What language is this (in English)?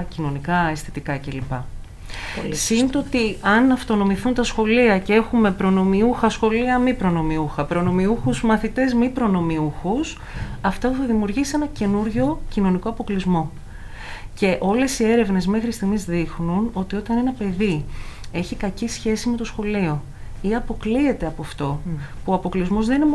Greek